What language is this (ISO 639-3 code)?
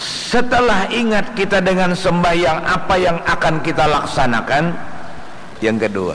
bjn